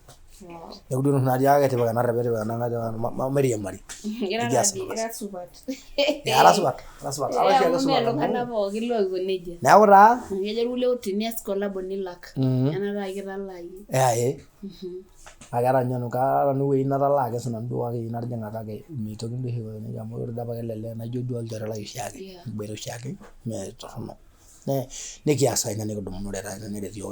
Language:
Masai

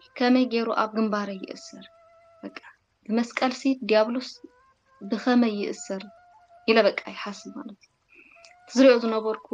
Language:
Tigrinya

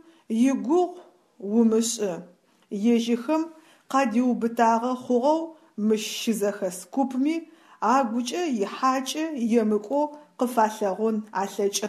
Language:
Adyghe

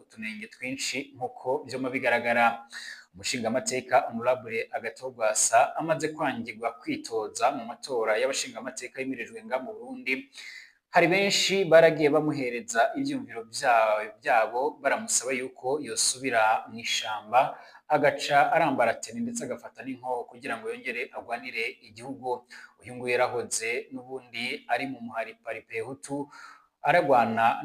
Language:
Rundi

